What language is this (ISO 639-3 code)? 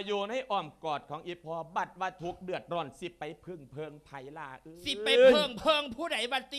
lao